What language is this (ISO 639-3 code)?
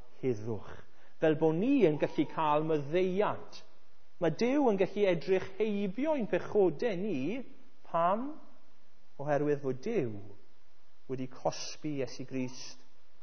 cym